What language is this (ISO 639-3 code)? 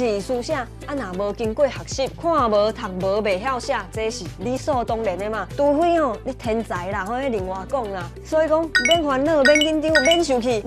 nan